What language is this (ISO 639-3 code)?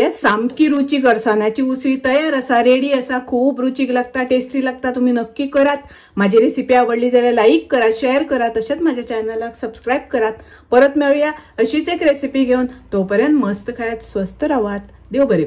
kok